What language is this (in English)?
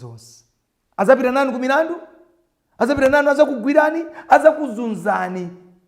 Nyanja